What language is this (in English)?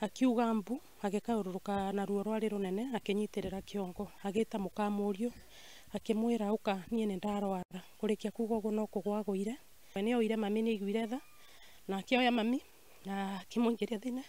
Kikuyu